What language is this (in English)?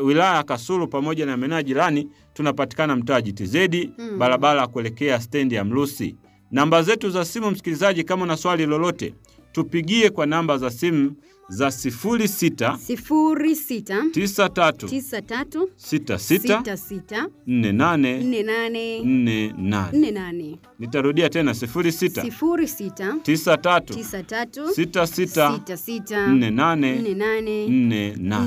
Swahili